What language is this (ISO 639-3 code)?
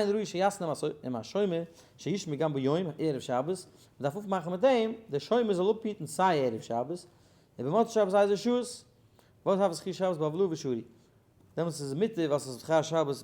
yid